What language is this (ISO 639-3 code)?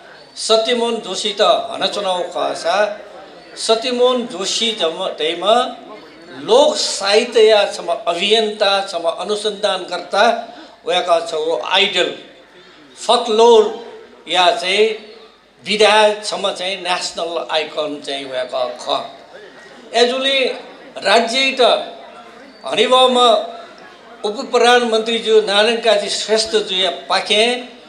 new